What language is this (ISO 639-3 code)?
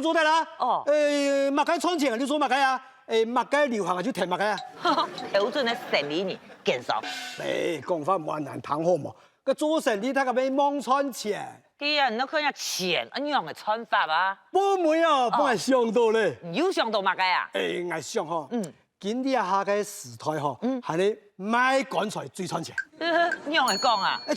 hak